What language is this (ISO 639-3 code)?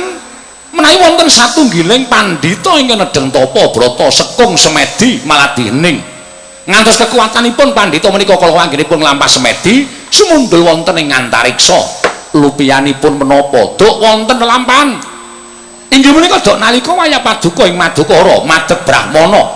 jav